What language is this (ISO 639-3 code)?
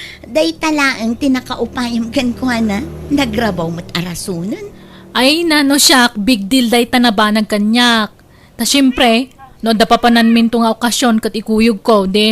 ilo